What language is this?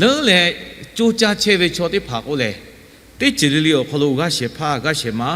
Lahu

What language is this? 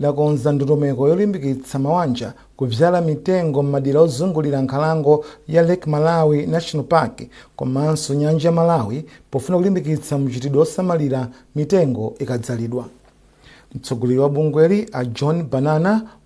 Nyanja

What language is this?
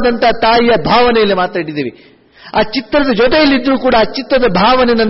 Kannada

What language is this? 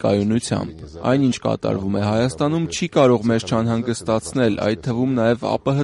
Armenian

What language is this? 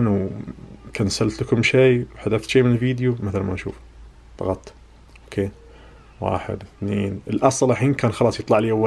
Najdi Arabic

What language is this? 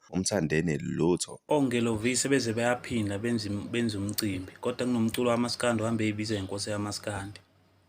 Zulu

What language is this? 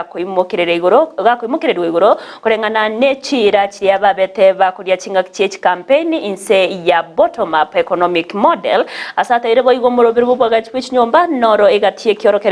Gusii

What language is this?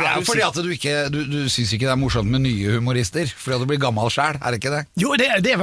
Norwegian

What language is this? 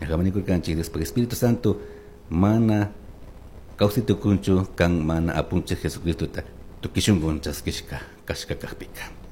Chimborazo Highland Quichua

